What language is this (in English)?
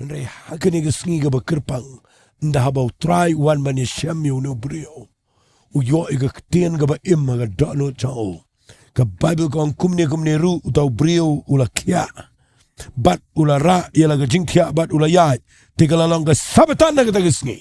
Khasi